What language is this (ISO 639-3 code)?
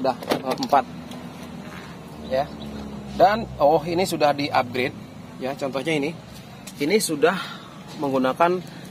ind